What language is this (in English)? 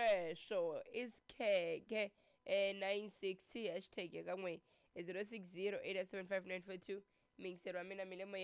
Tsonga